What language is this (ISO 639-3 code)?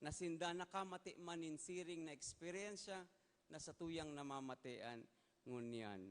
bik